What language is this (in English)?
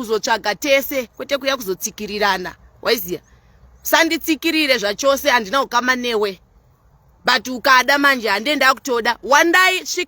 Shona